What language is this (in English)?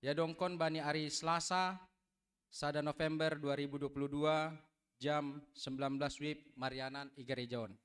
Batak Simalungun